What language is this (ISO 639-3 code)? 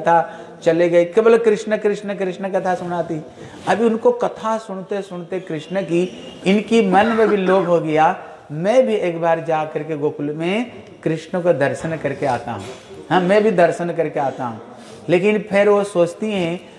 hin